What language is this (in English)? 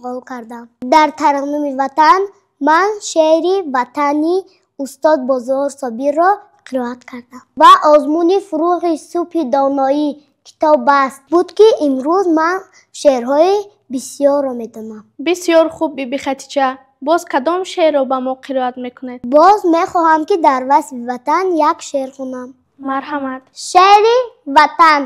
Tajik